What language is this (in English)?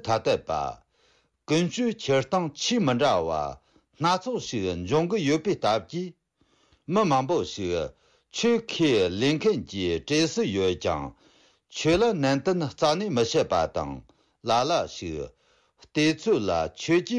Tibetan